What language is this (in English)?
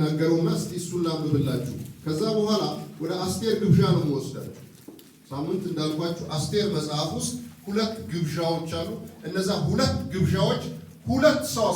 Amharic